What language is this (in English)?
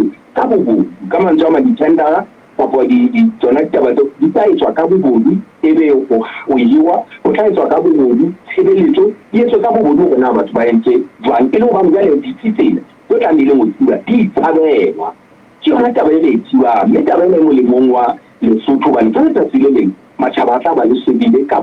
Southern Sotho